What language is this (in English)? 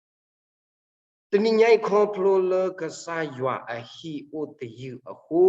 S'gaw Karen